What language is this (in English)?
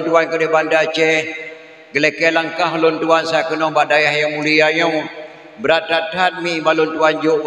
Achinese